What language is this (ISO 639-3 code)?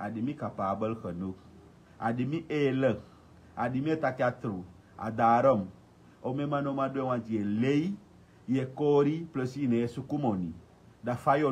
srn